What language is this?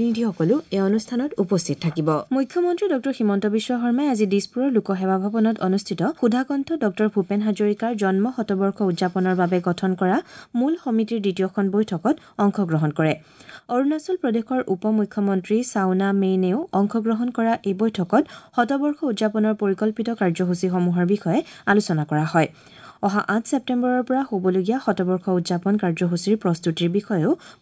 Assamese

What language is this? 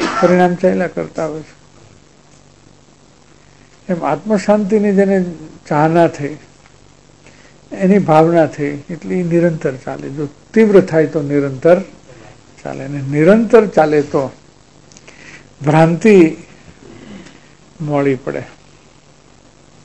Gujarati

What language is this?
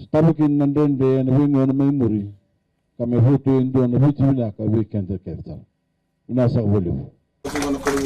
Fijian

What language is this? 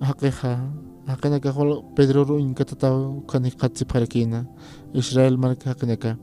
Aymara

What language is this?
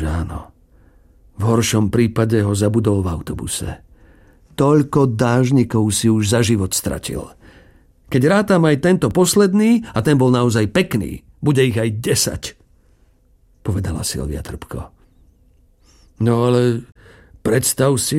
Slovak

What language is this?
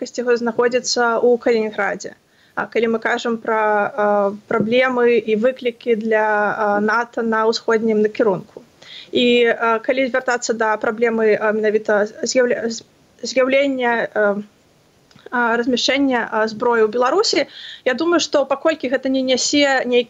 Belarusian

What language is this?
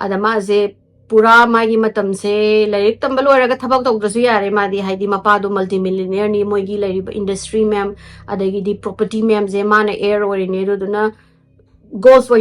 Manipuri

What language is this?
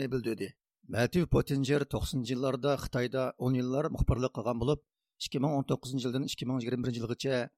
Uyghur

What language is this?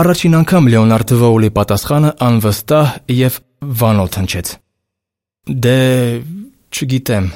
Armenian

